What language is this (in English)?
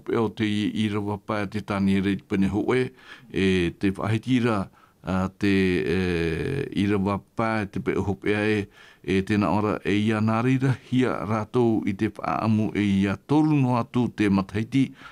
Tahitian